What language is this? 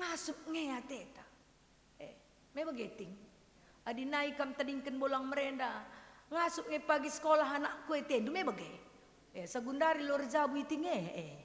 Batak Karo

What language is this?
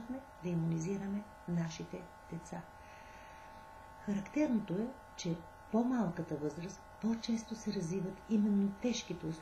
Bulgarian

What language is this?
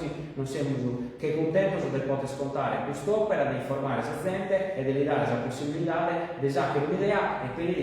Sardinian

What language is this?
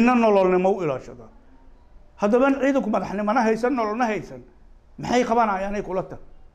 Somali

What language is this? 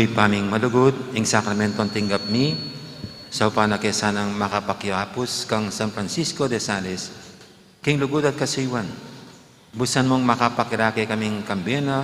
Pampanga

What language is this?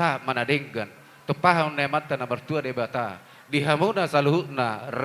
Batak Toba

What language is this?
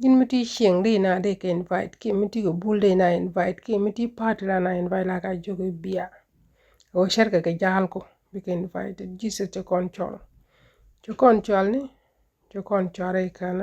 Nuer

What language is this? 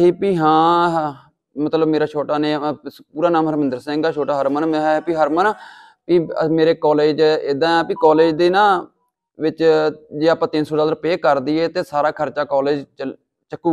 Punjabi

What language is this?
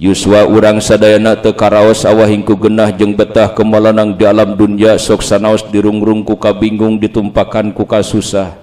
Sundanese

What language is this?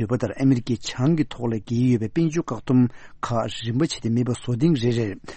Tibetan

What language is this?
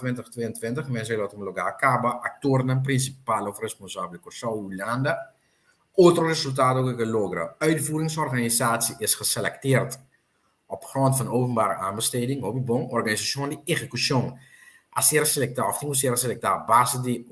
Papiamento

